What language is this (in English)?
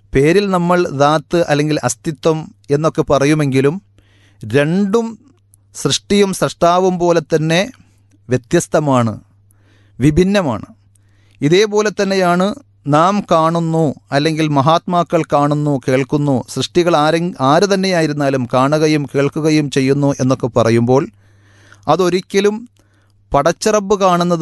Malayalam